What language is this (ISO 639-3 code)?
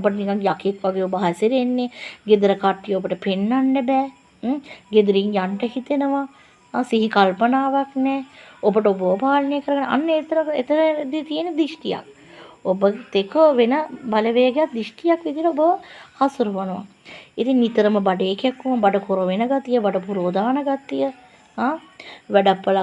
sin